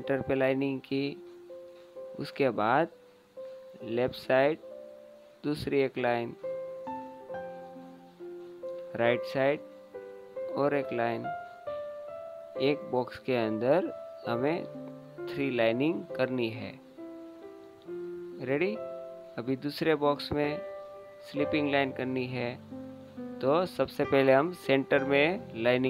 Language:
Hindi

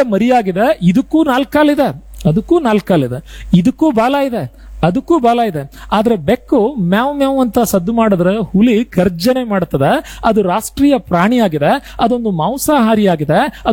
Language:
Kannada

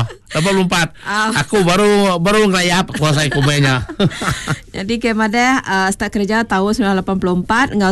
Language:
Iban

